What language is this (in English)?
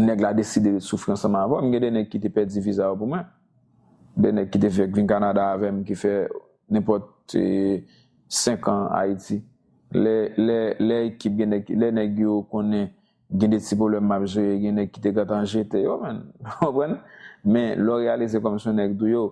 Haitian Creole